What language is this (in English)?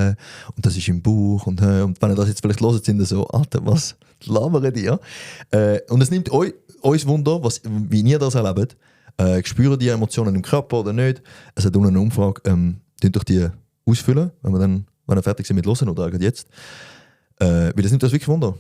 Swiss German